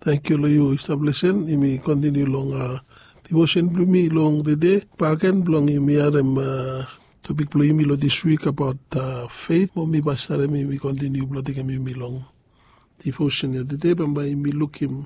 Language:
Bislama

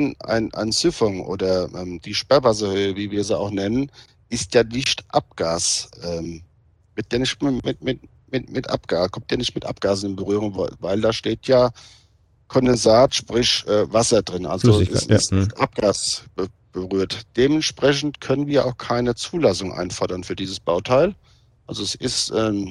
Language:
German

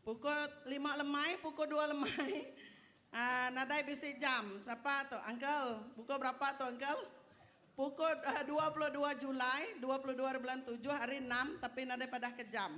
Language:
Iban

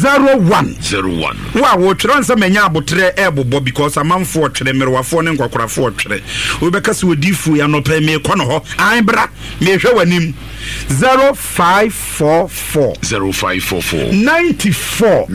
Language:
Akan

